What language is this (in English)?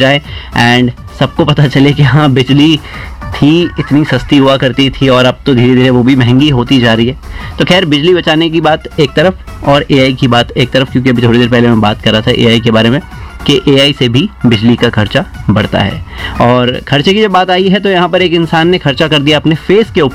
Hindi